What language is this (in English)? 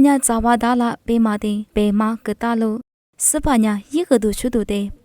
Lisu